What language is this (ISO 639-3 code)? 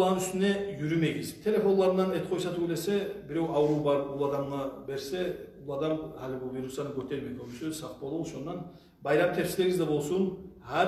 kum